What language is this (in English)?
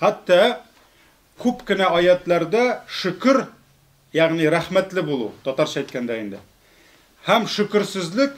Tatar